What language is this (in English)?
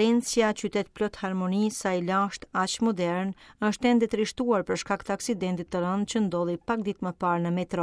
Albanian